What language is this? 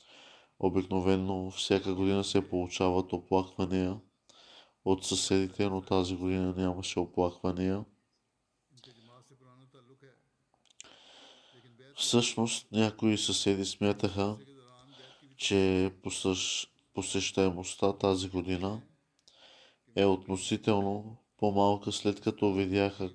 Bulgarian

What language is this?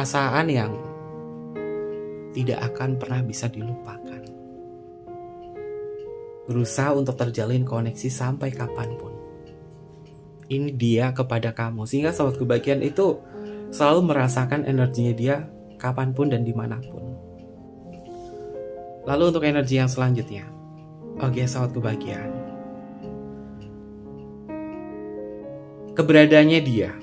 Indonesian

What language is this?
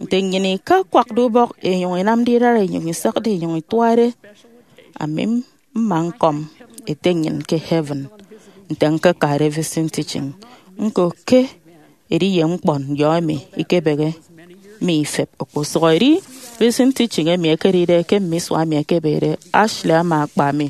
Efik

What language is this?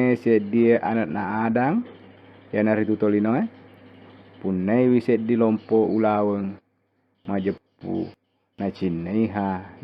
Buginese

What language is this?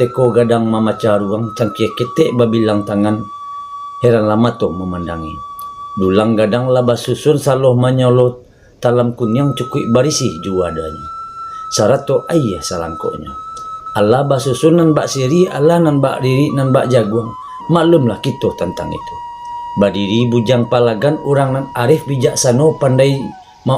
Minangkabau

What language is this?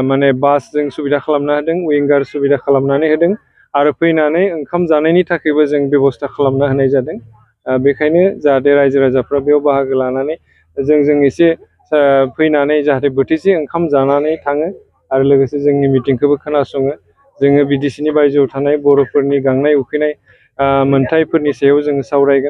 Bodo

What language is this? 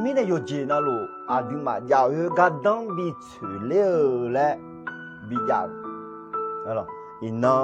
Akha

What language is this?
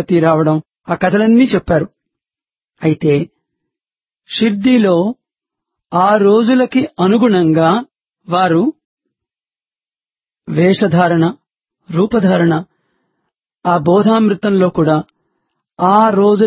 Telugu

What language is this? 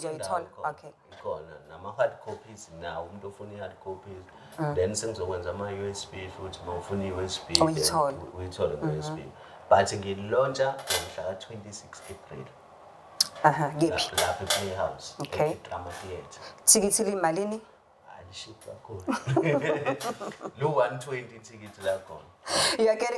Zulu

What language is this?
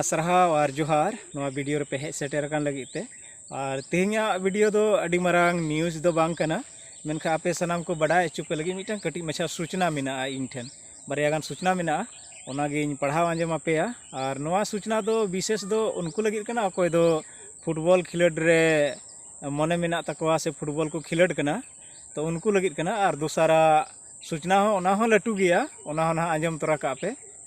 Santali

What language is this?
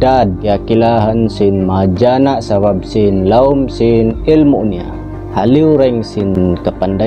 Tausug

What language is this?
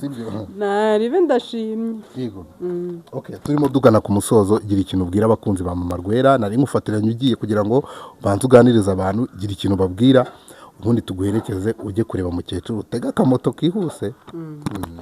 Kinyarwanda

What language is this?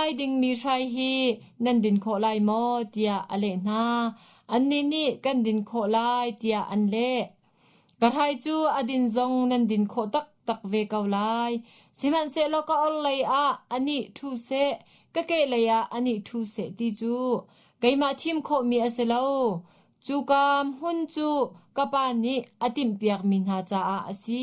Hakha Chin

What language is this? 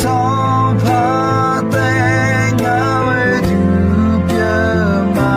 Akha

